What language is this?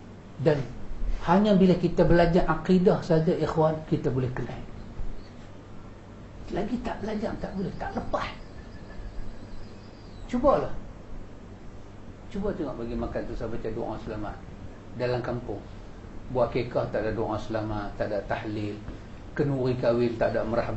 Malay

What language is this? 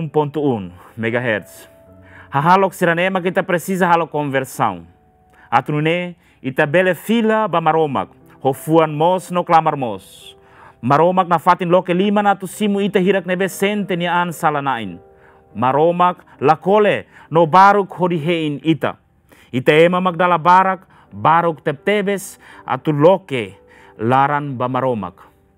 Tetum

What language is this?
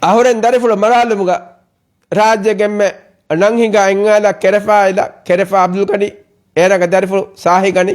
Divehi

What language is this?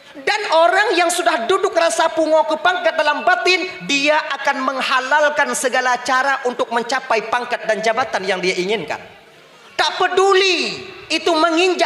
Achinese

